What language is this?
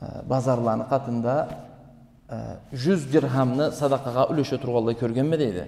Karachay-Balkar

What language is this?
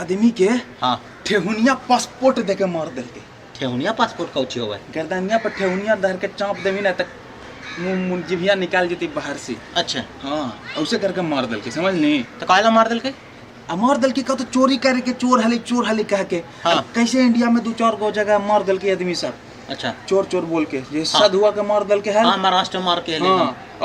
Magahi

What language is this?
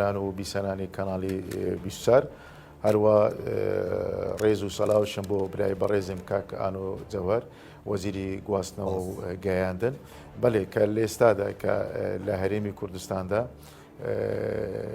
Central Kurdish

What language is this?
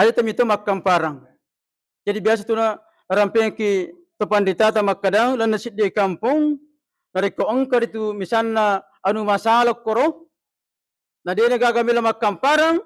Buginese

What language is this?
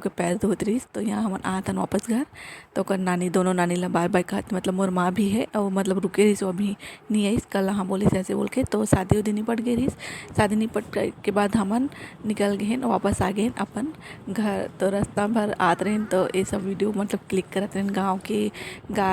Chhattisgarhi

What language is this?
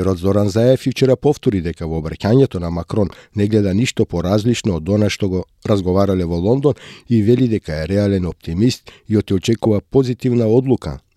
Macedonian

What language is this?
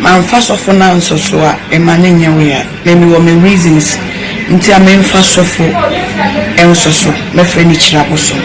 Akan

